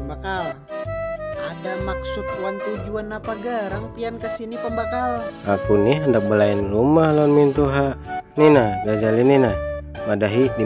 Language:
Banjar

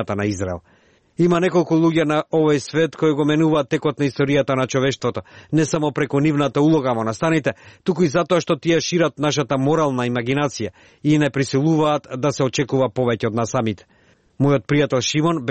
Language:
Macedonian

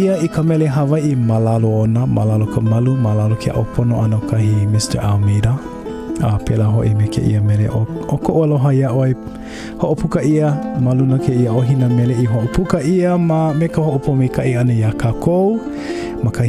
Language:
Hawaiian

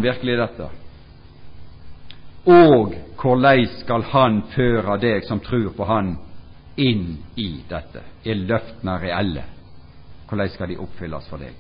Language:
Norwegian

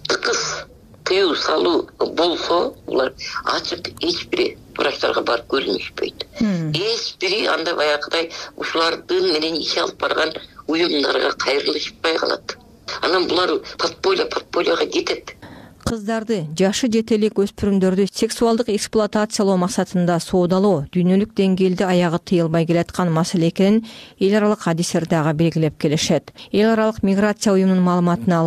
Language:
Kyrgyz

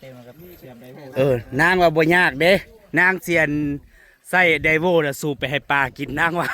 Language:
Northeastern Thai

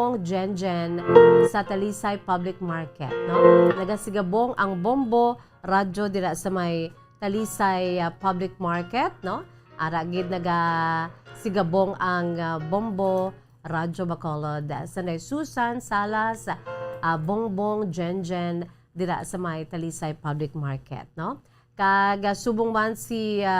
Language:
Hiligaynon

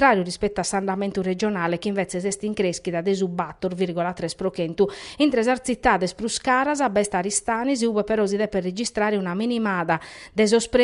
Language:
Sardinian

